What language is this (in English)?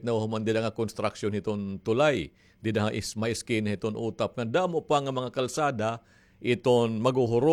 Waray